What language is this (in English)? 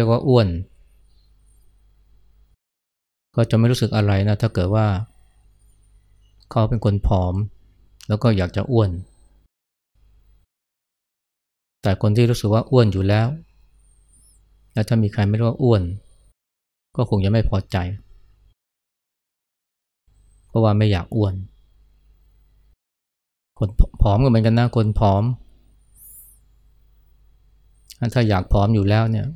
Thai